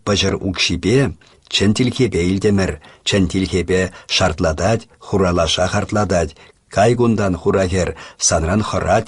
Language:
Chuvash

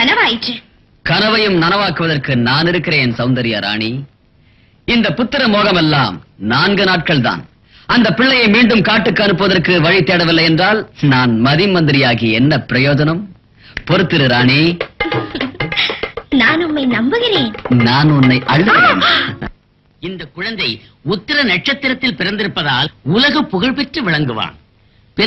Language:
Tamil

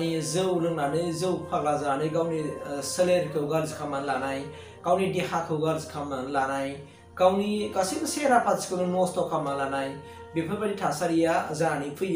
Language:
Bodo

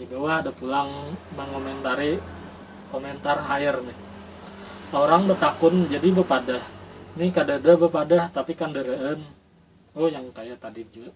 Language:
Banjar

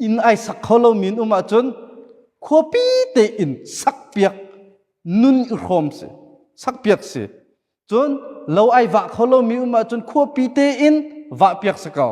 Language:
Hakha Chin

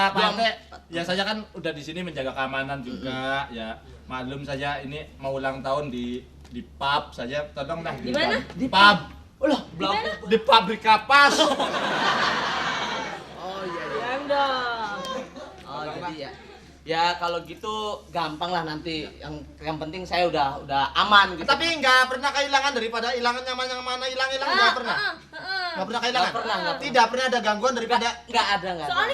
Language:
Betawi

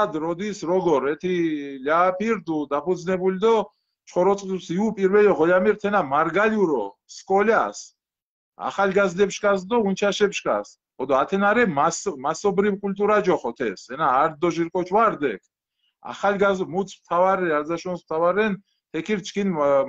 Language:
Mingrelian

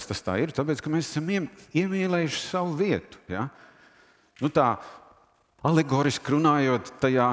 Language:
Latvian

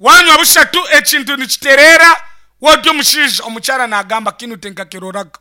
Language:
Nyankole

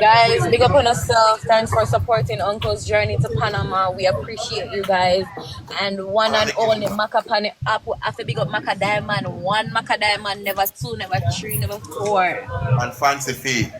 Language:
Jamaican Creole English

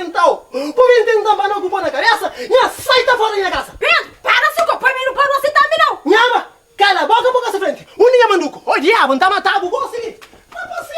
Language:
Kabuverdianu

